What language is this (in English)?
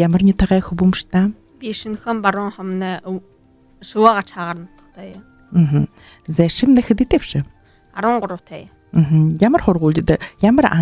Buriat